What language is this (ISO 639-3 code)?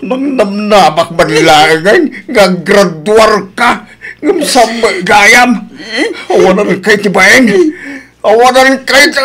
ilo